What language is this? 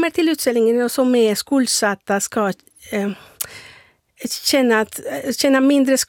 Swedish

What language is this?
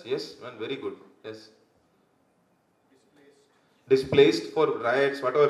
English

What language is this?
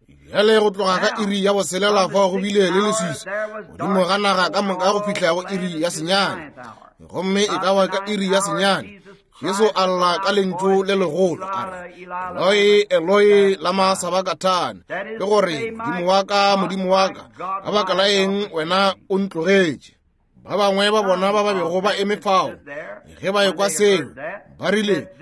Northern Sotho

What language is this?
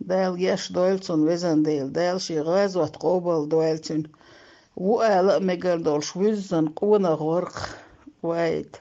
Chechen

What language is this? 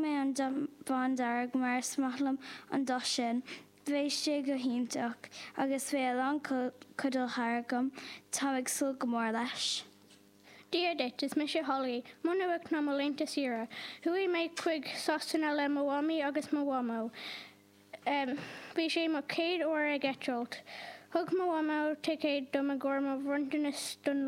Irish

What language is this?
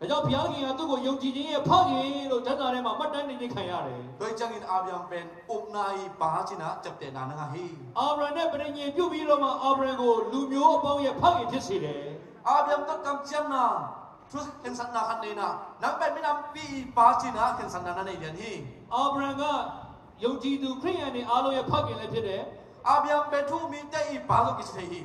Tedim Chin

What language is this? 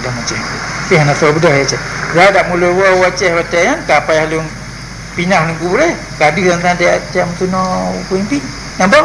Achinese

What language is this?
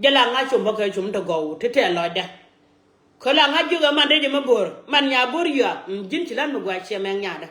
Nuer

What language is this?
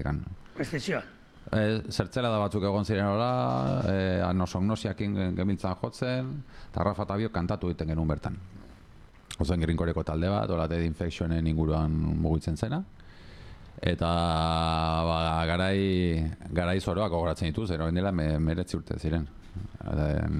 Basque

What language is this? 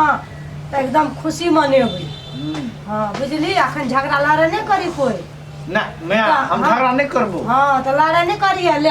Maithili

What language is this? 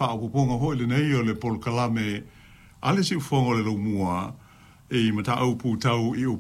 Samoan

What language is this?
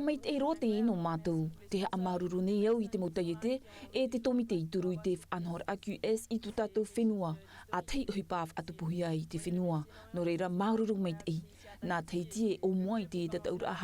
Tahitian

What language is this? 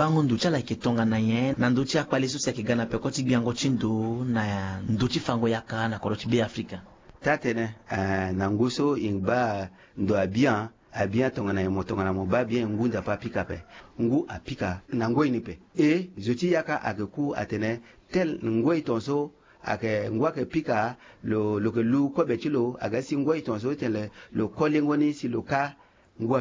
Sango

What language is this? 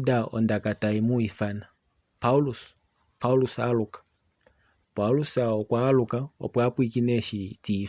Kuanyama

